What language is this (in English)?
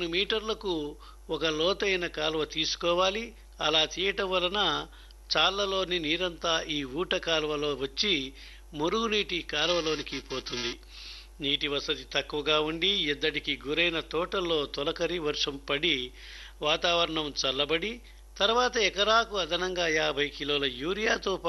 Telugu